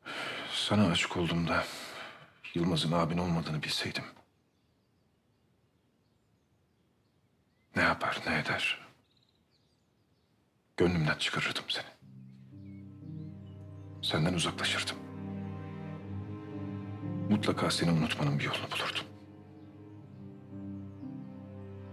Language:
Turkish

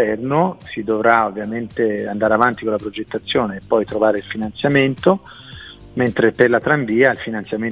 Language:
Italian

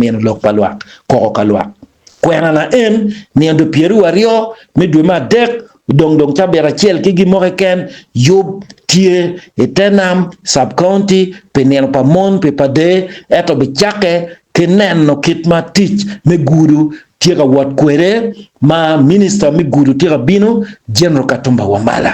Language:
Acoli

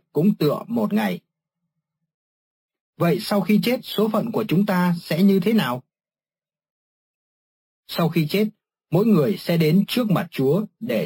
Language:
Vietnamese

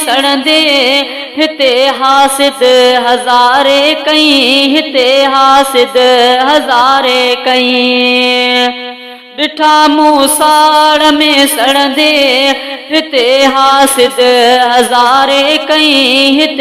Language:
Sindhi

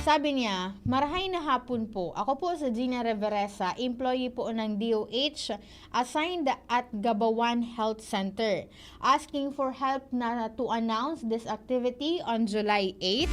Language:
Bikol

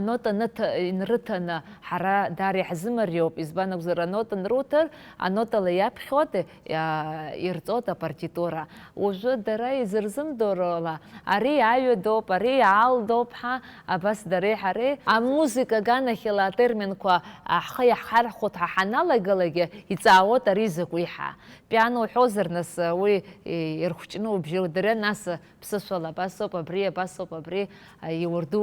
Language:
Abkhazian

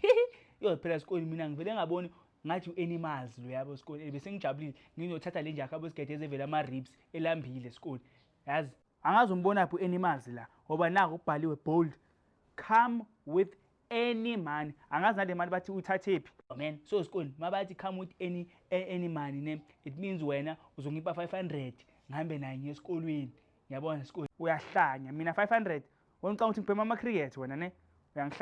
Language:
Zulu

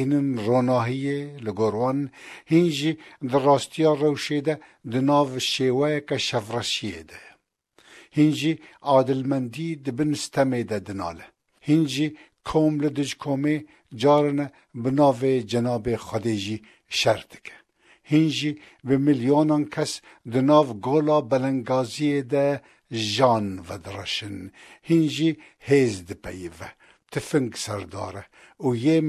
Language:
Kurdish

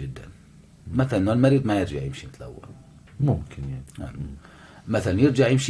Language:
North Levantine Arabic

